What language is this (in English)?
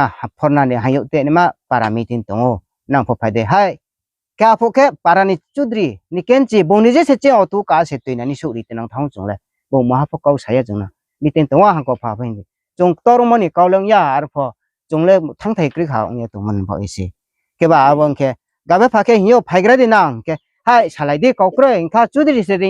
Riang (India)